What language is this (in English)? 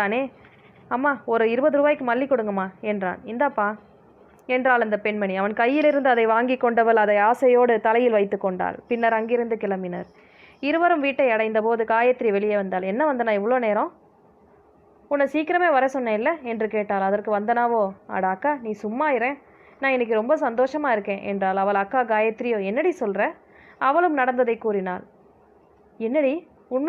Tamil